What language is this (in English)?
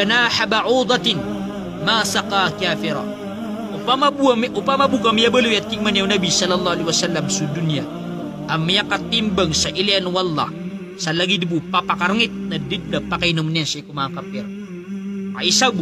Maranao